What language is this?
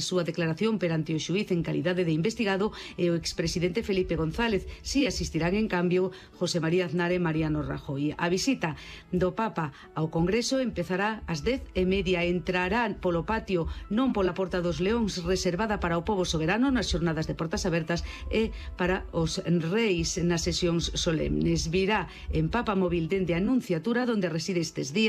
Galician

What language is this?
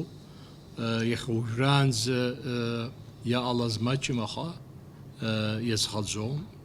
Abkhazian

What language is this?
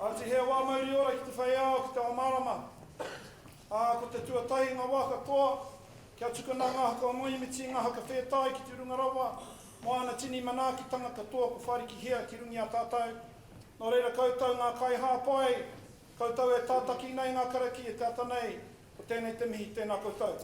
Māori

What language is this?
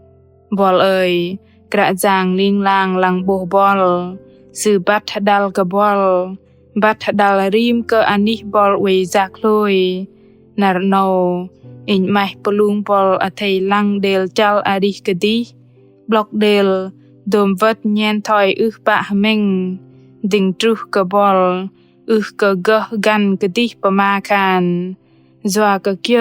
Bahnar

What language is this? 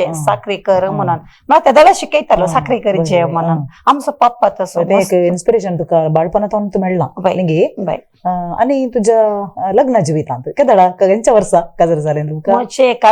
Konkani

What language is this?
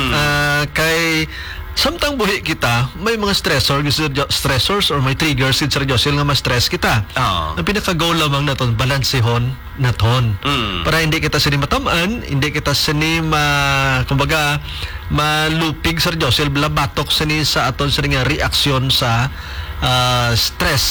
Hiligaynon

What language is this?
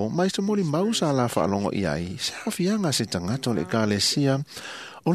Samoan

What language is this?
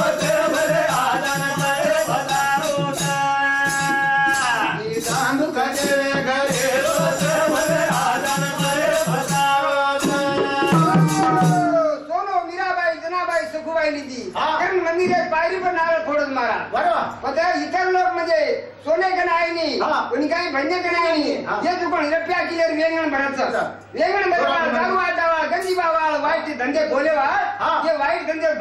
Lambadi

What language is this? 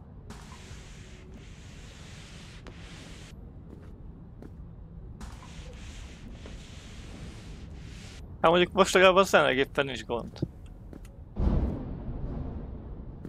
Hungarian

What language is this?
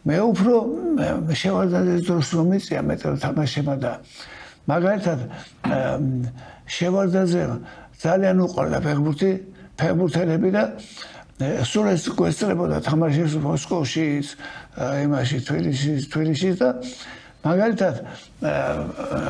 Georgian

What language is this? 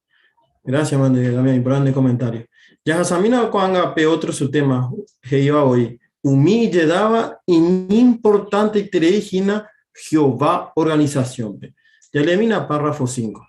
Guarani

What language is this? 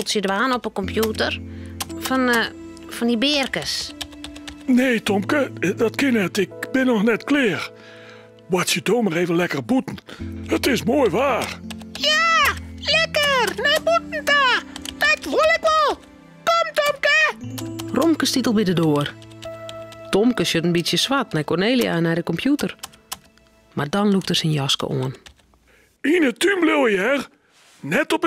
Western Frisian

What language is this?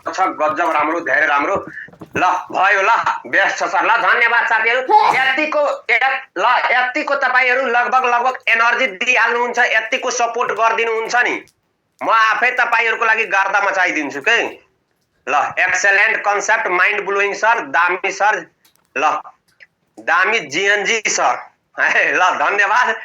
Nepali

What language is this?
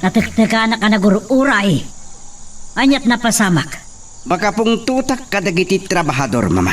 Iloko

